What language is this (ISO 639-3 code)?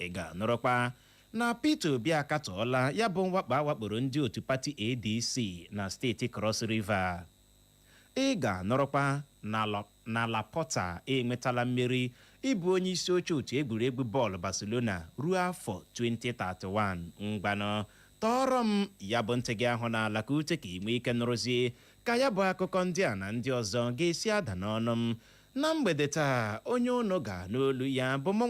ibo